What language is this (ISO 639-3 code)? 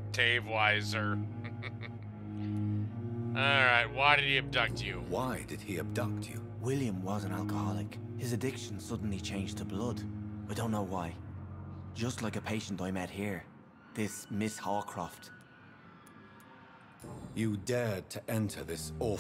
eng